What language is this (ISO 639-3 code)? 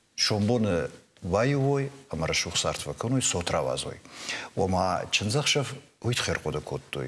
oss